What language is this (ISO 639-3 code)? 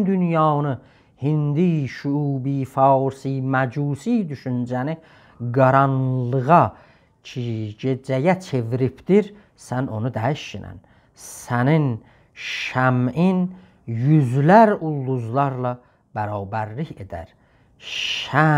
azb